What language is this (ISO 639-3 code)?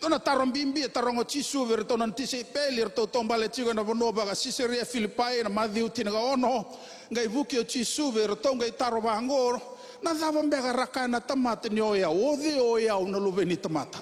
fij